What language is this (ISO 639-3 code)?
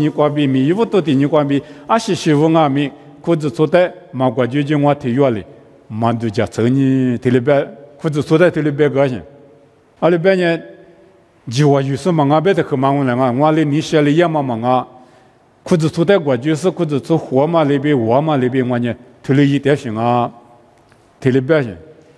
lis